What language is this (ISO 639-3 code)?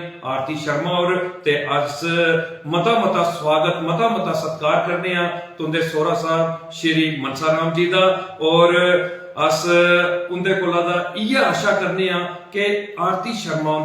doi